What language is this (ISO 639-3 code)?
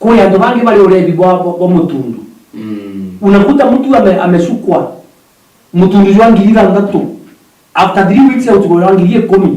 mer